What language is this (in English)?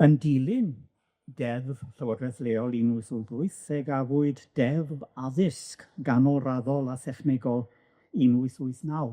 Welsh